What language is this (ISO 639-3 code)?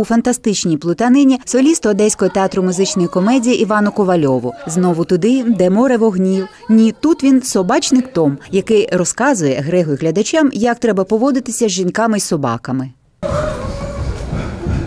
ukr